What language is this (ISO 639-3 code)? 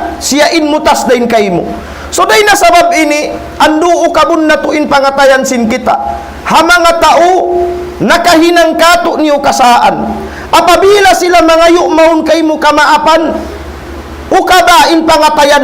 tsg